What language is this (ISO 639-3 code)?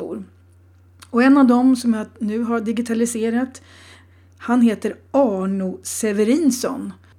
swe